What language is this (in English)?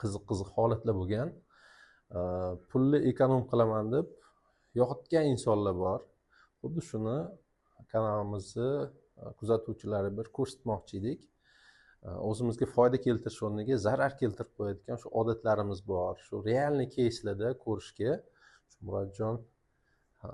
Uzbek